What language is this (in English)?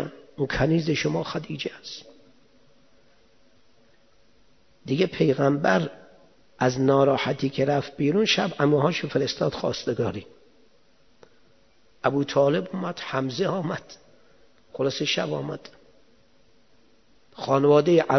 Persian